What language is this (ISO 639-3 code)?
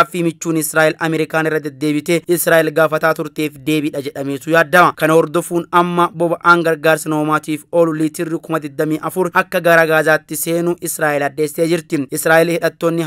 orm